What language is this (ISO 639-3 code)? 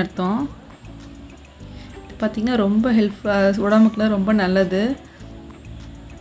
tam